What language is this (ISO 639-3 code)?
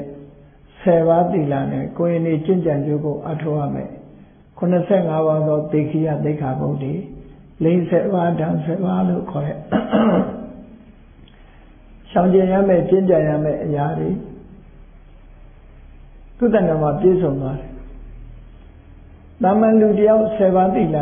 mya